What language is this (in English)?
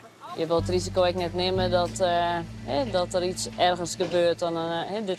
Western Frisian